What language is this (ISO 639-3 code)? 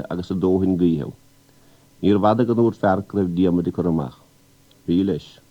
gle